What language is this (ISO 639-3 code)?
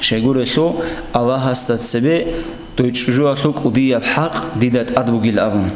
ava